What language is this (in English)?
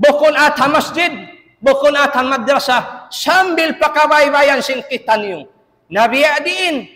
Tausug